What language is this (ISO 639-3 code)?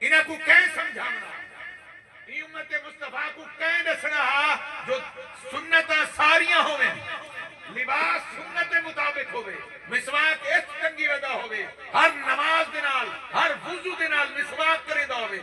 skr